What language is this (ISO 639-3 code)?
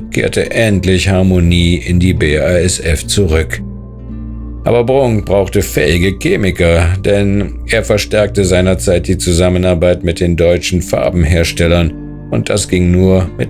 deu